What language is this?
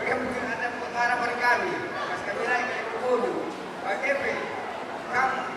Batak Karo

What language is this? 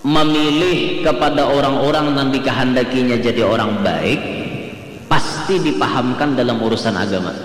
Banjar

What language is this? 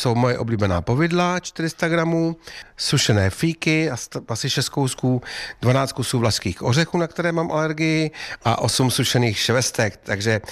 Czech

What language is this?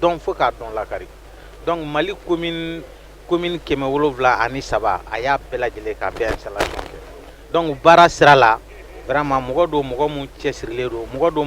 Bambara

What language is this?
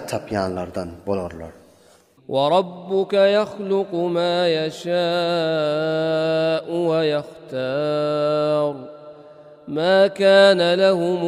Turkmen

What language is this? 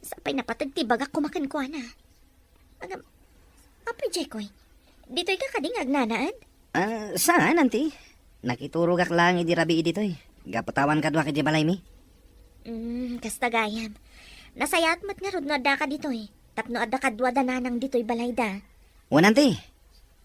Iloko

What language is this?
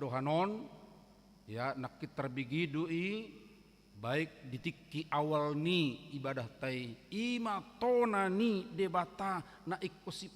Batak Toba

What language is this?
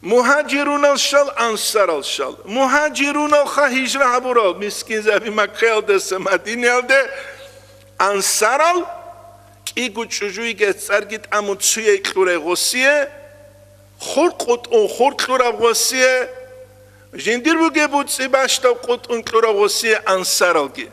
Avaric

